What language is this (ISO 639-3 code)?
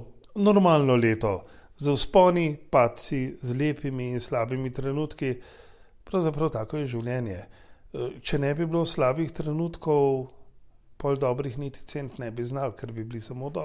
slv